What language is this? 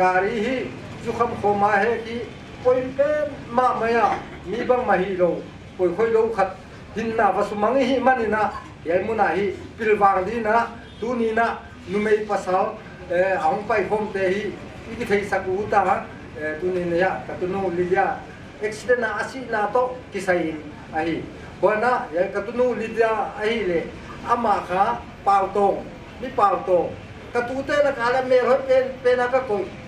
Paite Chin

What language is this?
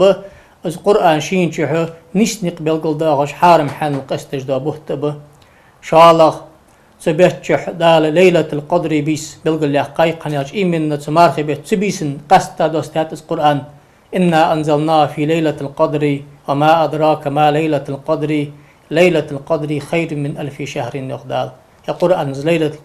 Ingush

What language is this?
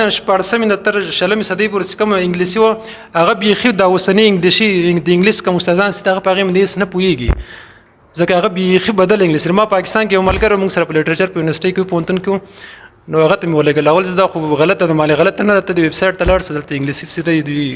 Pashto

